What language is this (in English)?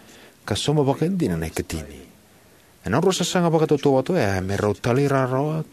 Fijian